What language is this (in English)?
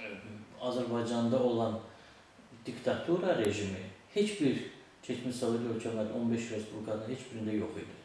Azerbaijani